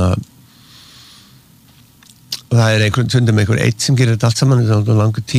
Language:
Icelandic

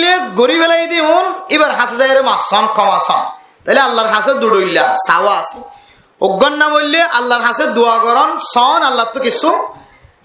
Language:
Rohingya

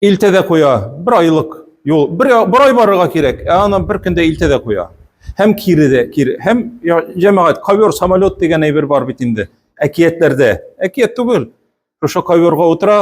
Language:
Tatar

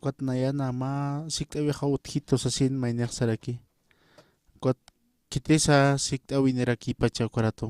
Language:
Aymara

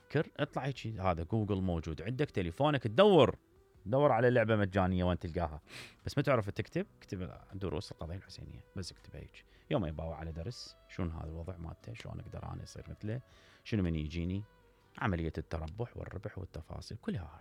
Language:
Mesopotamian Arabic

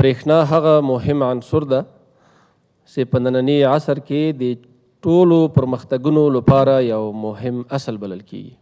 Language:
Pashto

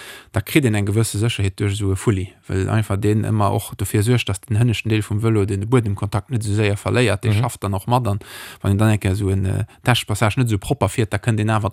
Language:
Luxembourgish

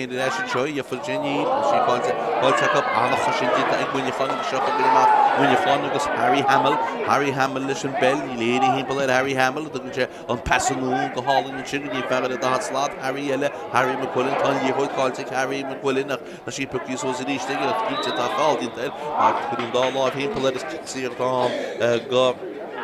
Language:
Irish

